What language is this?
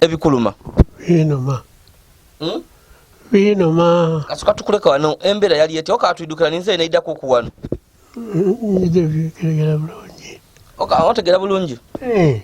Ganda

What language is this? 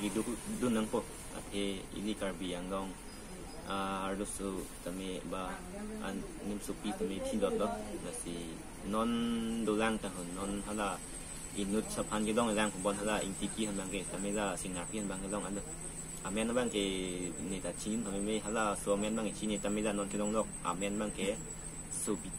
Karbi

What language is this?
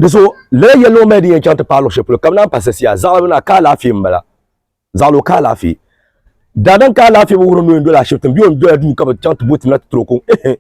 Dagbani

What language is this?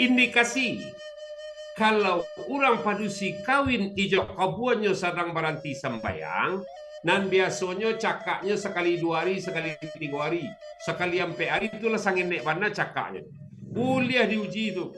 Minangkabau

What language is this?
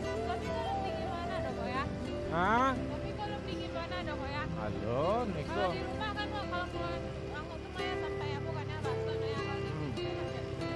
Minangkabau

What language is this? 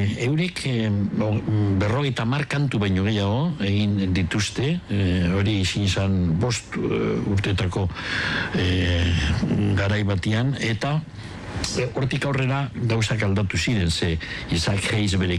Basque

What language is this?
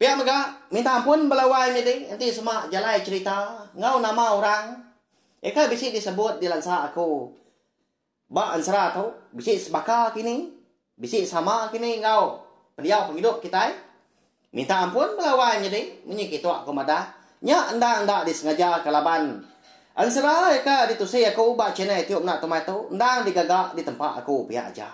Iban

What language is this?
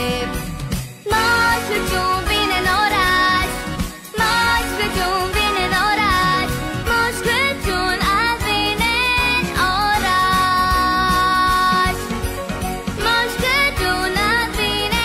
Romanian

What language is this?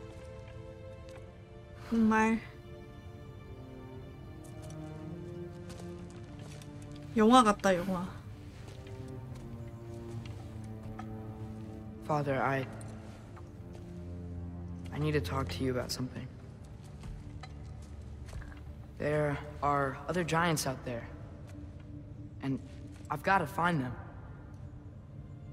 Korean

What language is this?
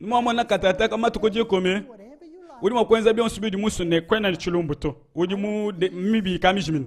Luba-Lulua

